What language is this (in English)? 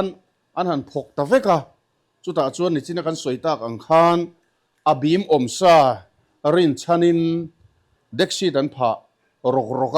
Mizo